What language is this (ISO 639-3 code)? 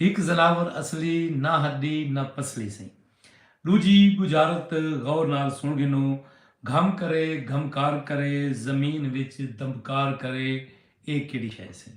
skr